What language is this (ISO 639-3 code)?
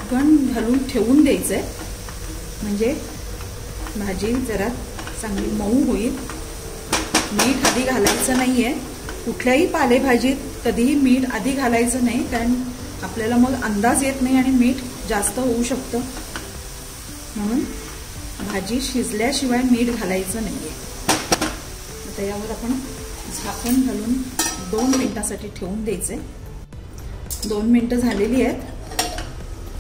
mar